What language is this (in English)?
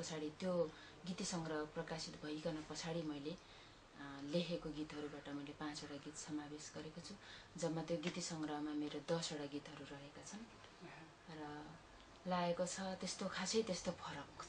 Nepali